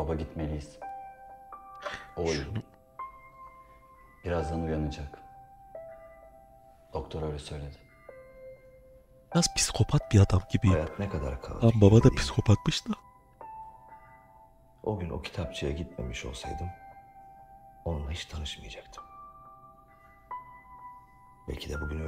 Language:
Turkish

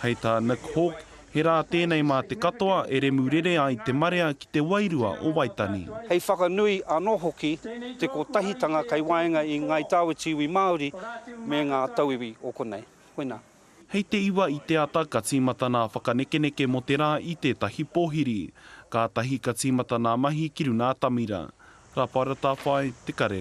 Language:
Māori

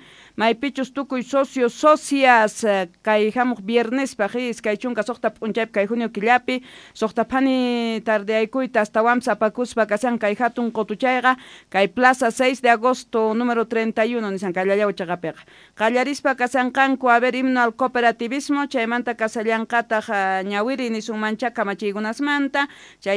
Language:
South Bolivian Quechua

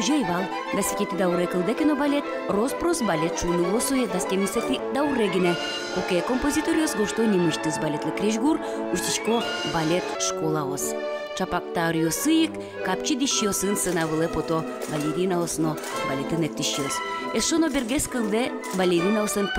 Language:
Udmurt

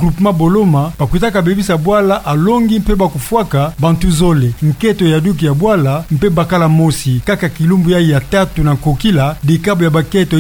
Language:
Kituba (Democratic Republic of Congo)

